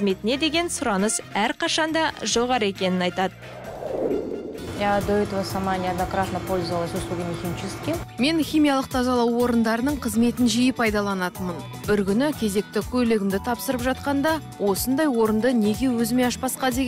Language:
Kazakh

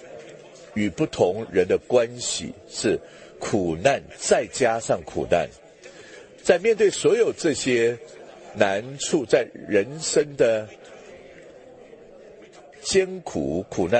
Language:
Chinese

